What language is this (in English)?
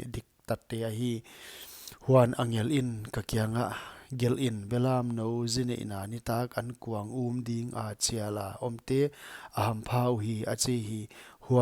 Paite Chin